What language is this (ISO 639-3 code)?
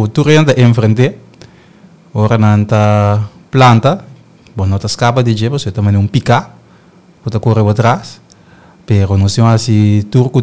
pap